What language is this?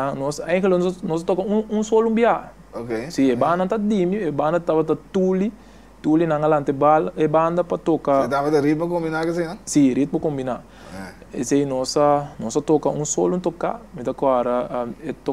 Papiamento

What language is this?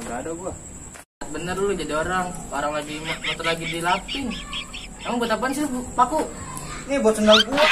Betawi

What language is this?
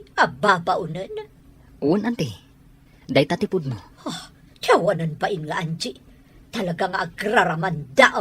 Iloko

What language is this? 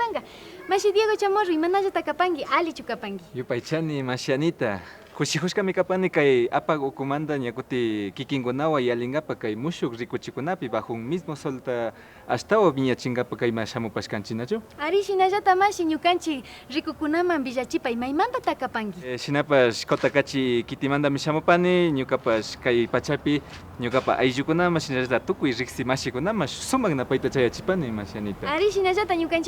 Imbabura Highland Quichua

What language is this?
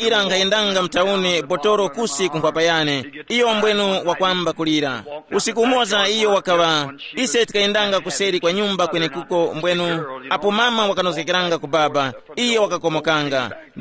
Tumbuka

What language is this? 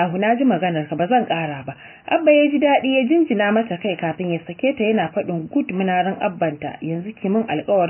Hausa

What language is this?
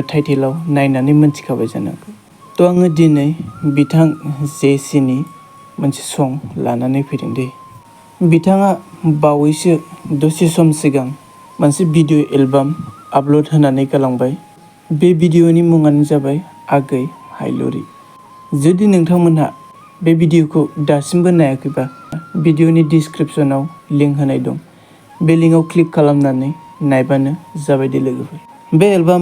Bodo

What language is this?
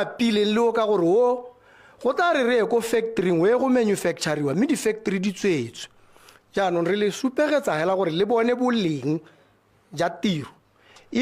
Tswana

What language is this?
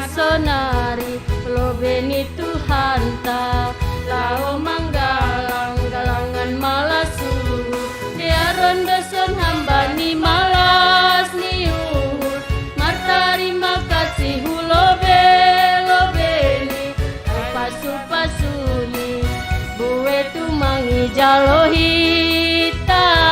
Batak Simalungun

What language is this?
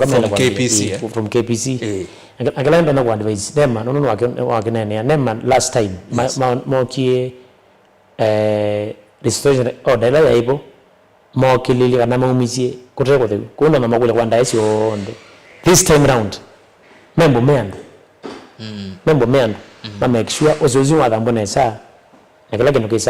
Kamba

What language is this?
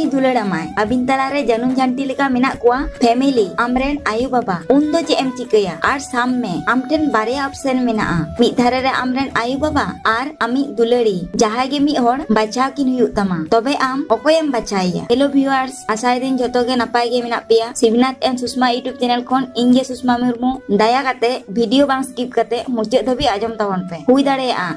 Santali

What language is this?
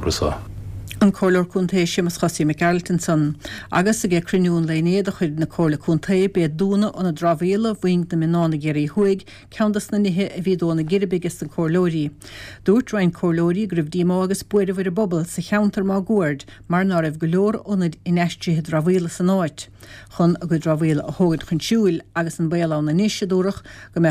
Irish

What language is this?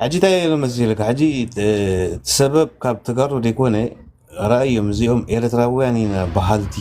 Tigrinya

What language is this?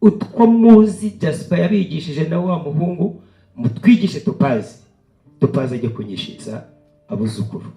Kinyarwanda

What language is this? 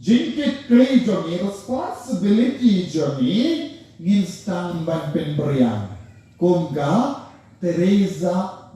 Khasi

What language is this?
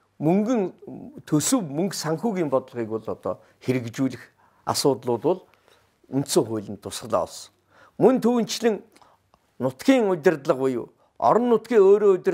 Mongolian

